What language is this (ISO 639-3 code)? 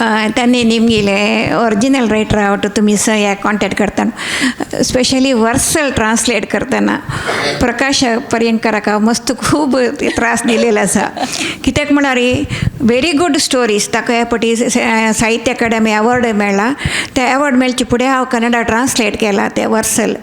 kok